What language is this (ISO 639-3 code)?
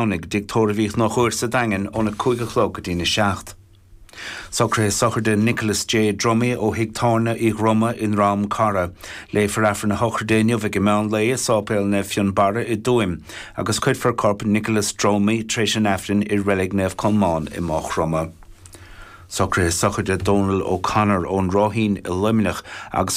gle